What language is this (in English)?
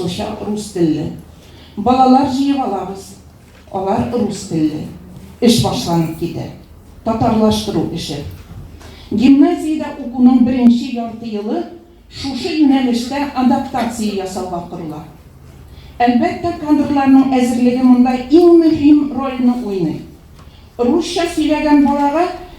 Tatar